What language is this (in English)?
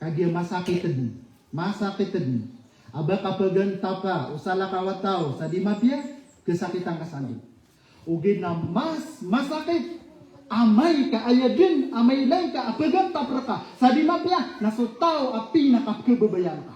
Maranao